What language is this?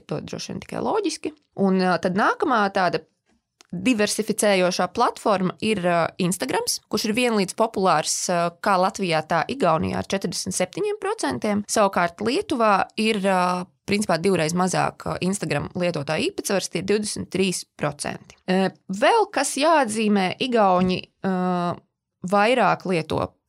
Latvian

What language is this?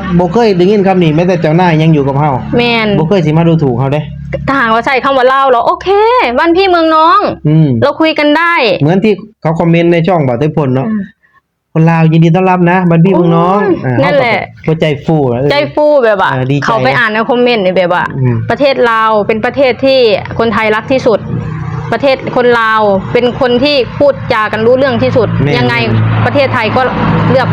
Lao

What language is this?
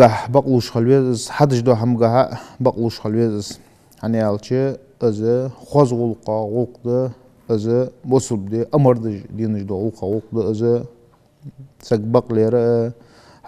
Ingush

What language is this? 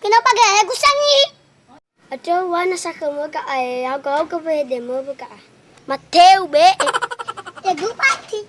Nias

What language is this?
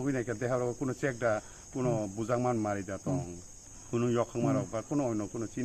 Kok Borok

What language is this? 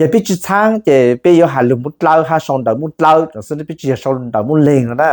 Hmong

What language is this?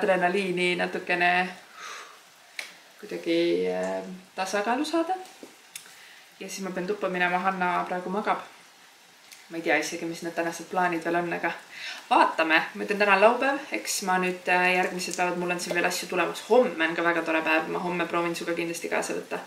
Estonian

